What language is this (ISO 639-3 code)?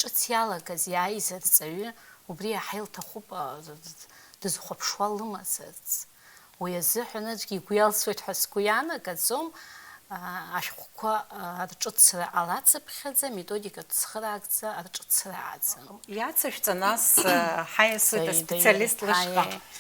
abk